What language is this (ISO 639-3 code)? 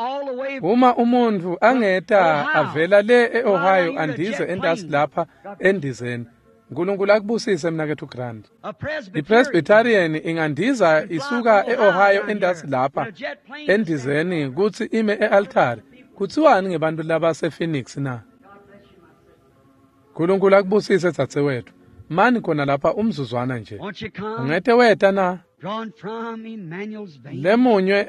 ssw